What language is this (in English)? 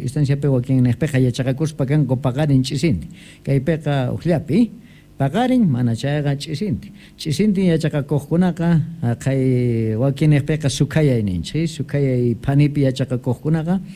South Bolivian Quechua